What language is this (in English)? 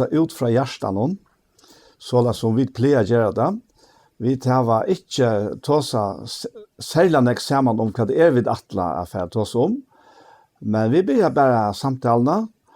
Faroese